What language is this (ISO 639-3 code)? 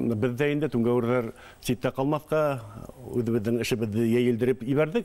bak